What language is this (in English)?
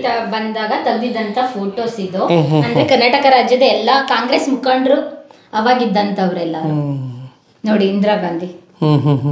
Kannada